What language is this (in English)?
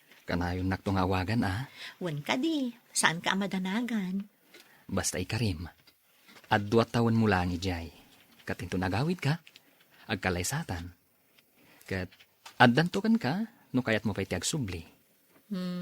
Iloko